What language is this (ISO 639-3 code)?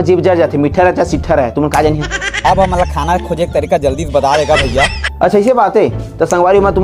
hne